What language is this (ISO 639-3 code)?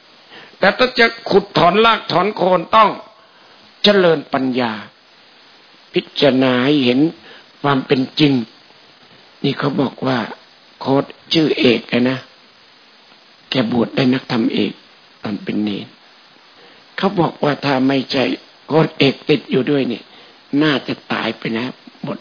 tha